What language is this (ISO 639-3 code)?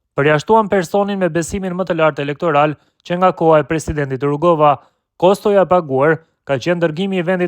sqi